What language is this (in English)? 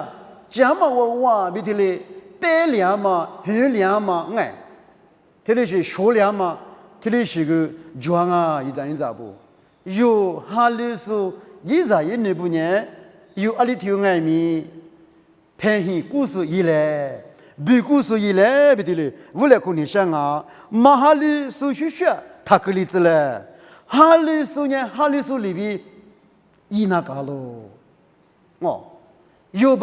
Lisu